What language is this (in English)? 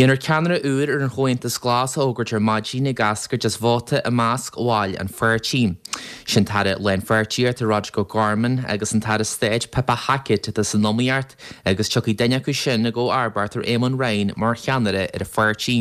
Irish